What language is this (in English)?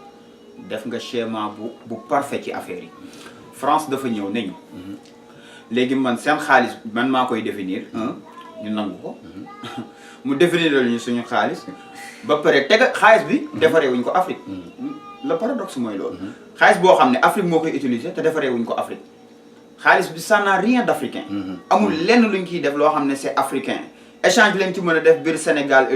Wolof